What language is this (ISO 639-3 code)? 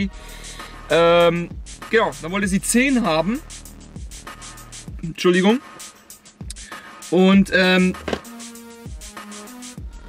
deu